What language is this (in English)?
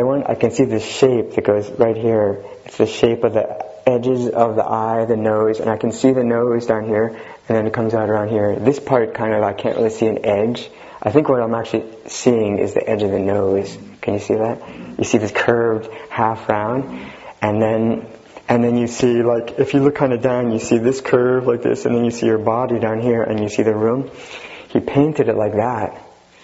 English